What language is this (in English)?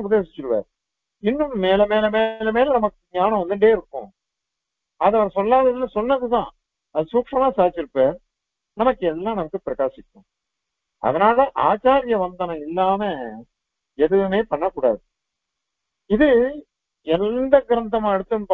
Tamil